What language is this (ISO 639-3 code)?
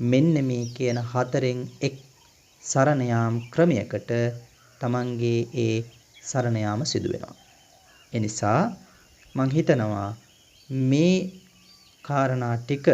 sin